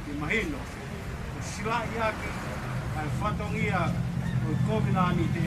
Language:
Tongan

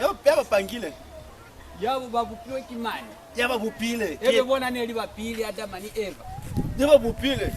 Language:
Lozi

